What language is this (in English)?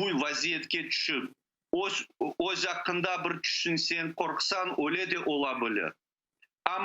Crimean Tatar